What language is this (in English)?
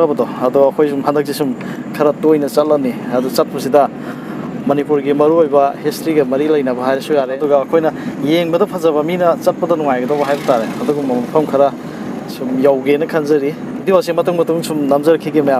Manipuri